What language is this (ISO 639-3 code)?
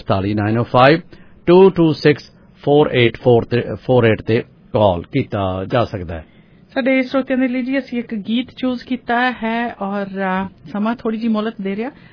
pan